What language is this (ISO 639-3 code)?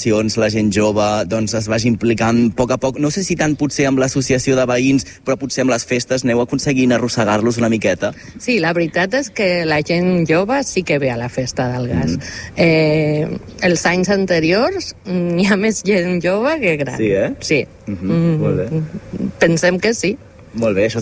cat